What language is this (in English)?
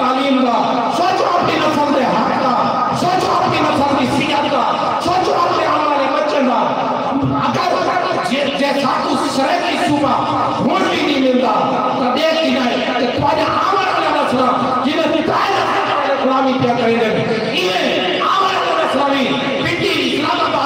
Saraiki